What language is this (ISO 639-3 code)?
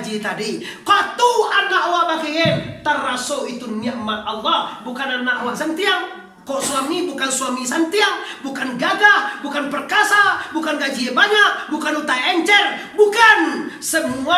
min